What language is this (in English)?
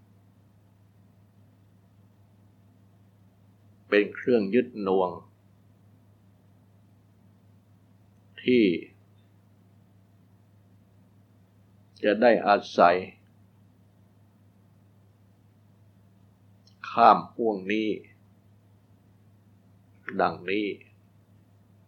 Thai